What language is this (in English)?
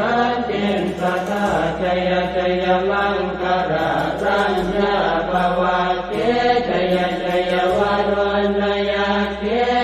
Pali